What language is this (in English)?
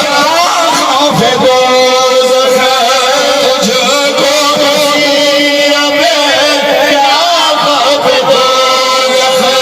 Saraiki